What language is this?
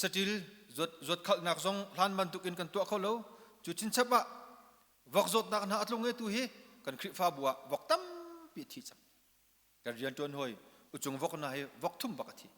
Hakha Chin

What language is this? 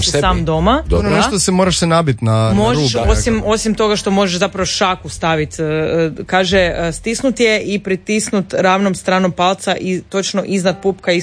Croatian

